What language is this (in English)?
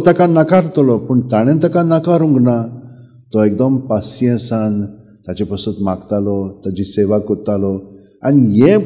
Konkani